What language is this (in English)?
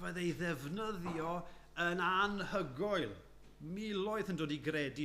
Welsh